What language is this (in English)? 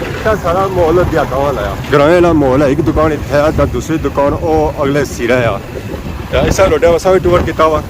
Pahari-Potwari